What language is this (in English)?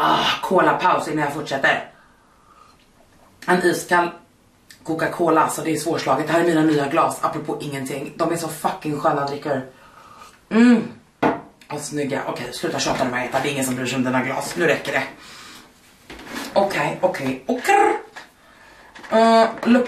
Swedish